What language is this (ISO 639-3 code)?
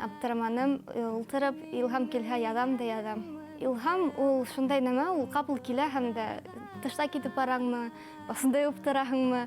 bak